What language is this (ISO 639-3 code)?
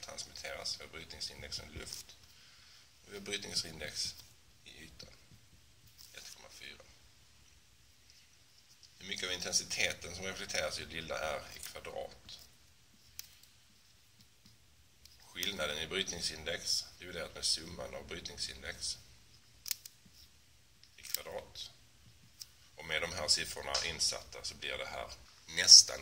swe